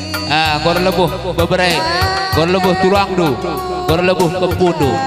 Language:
Batak Karo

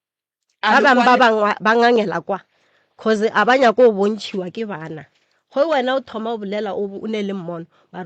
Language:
Northern Sotho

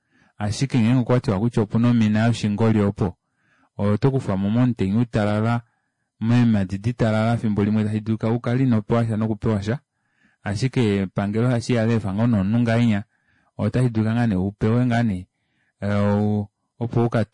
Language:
Kuanyama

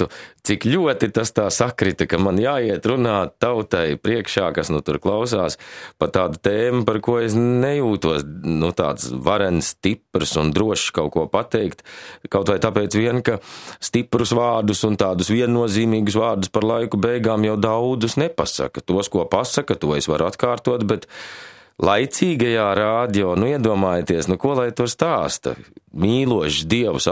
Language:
Latvian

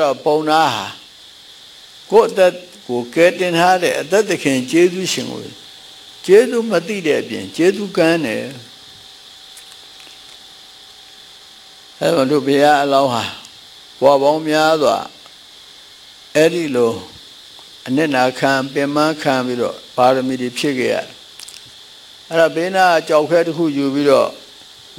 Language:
Burmese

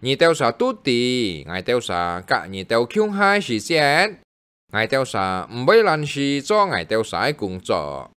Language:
Hakka Chinese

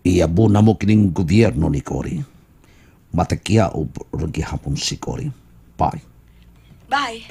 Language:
Cebuano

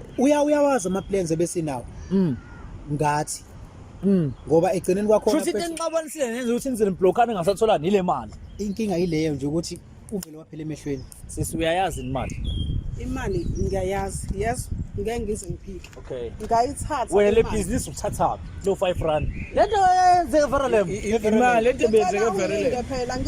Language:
Zulu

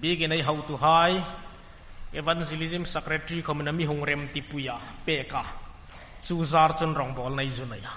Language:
Hmar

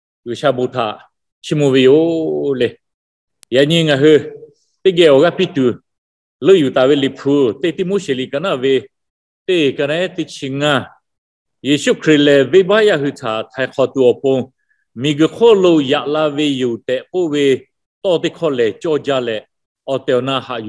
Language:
Lahu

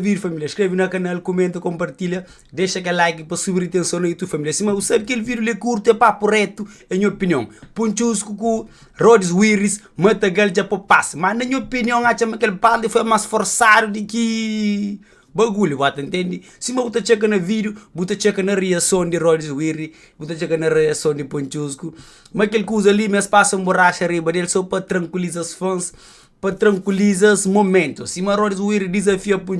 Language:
Kabuverdianu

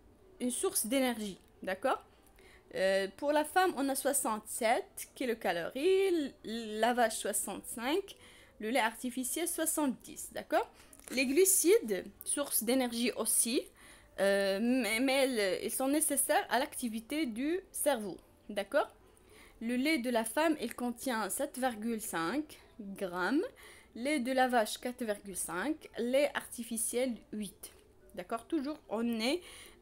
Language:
French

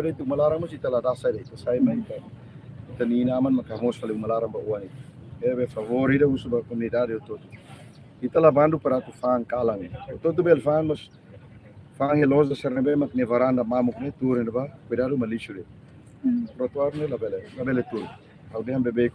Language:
Tetum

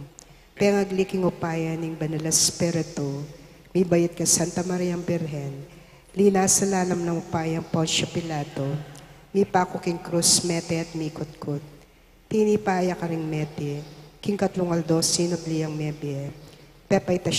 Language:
Pampanga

